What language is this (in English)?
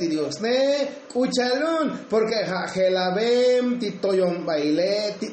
Tzotzil